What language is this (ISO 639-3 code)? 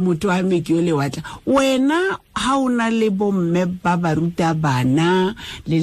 tsn